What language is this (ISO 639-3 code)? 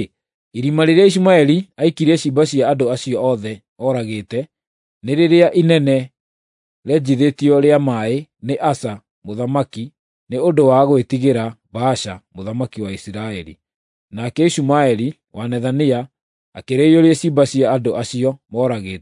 kik